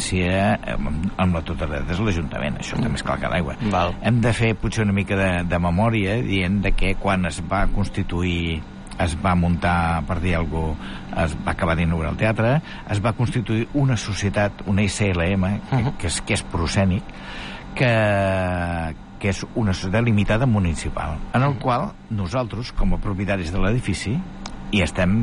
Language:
Catalan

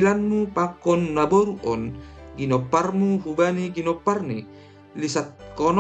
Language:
Batak Simalungun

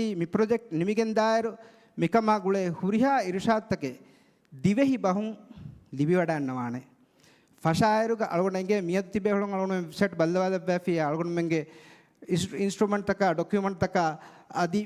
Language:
Divehi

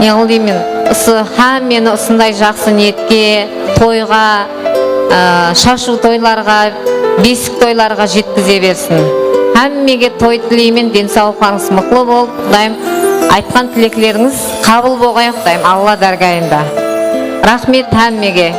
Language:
Kara-Kalpak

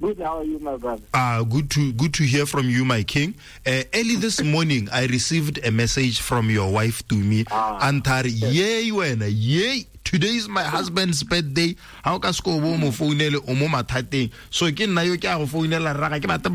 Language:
Tswana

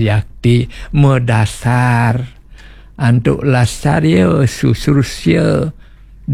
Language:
Balinese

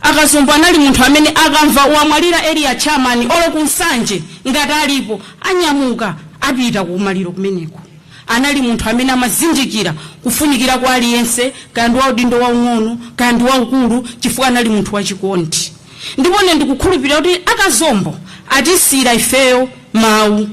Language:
Nyanja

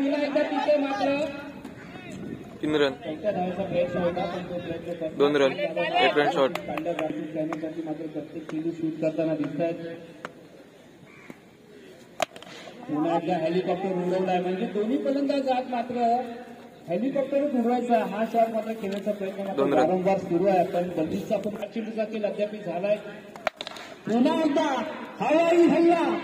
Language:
Marathi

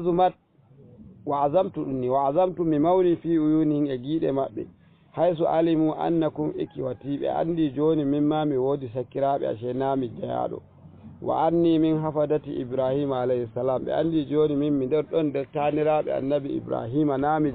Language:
Fula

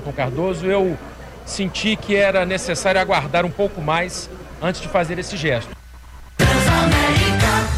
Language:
Portuguese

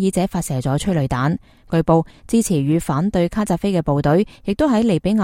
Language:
Cantonese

